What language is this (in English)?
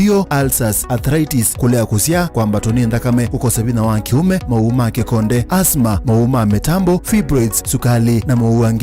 Kamba